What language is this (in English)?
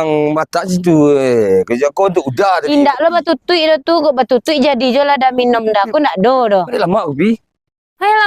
Minangkabau